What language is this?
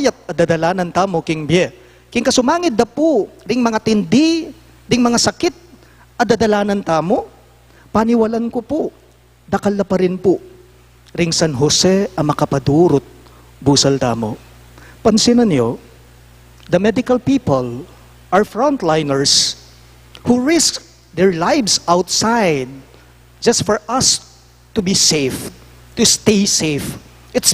Pampanga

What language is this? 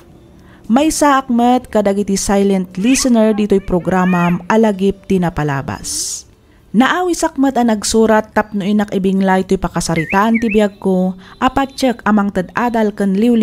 Iloko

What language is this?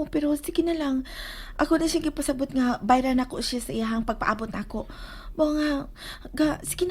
Cebuano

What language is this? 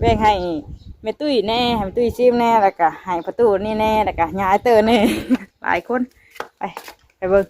Northeastern Thai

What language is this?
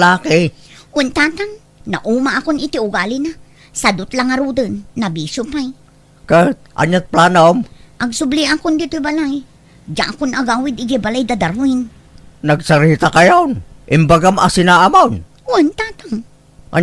Iloko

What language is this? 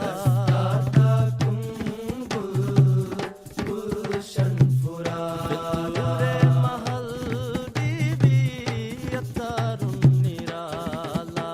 Divehi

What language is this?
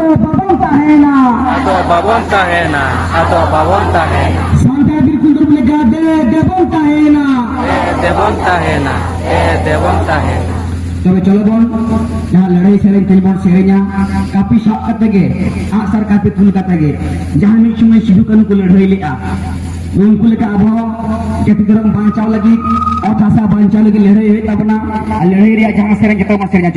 Santali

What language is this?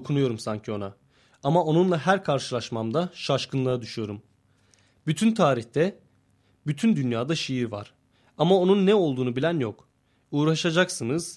Turkish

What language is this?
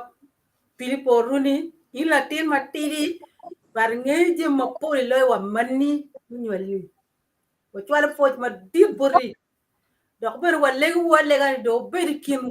Acoli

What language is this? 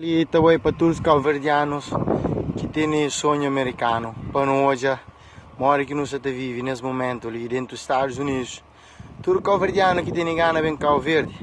Kabuverdianu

